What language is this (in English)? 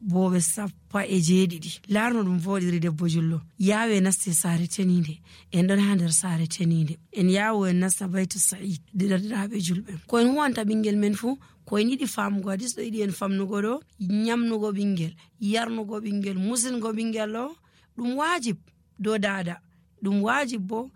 Nigerian Fulfulde